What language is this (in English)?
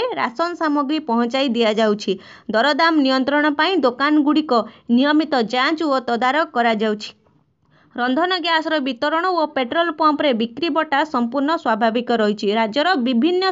Odia